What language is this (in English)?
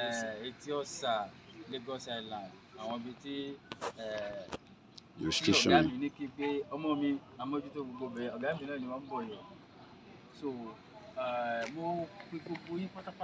Yoruba